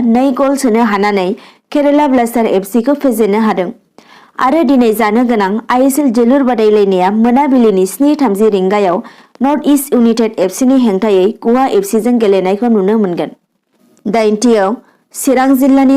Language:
Bodo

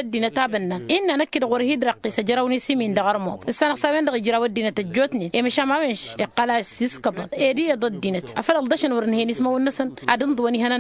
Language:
Tamasheq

